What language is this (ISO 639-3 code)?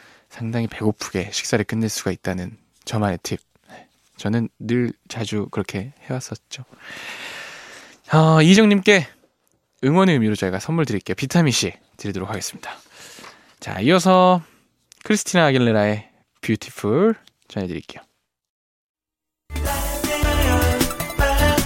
kor